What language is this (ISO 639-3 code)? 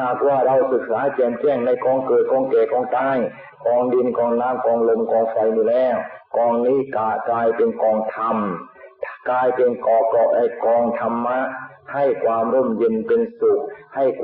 tha